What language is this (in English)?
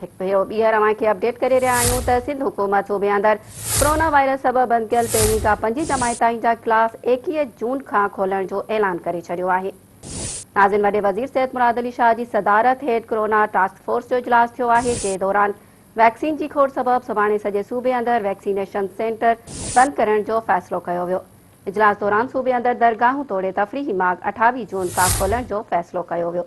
Sindhi